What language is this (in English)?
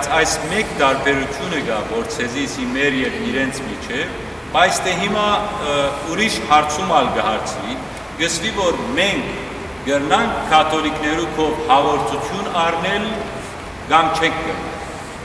Western Armenian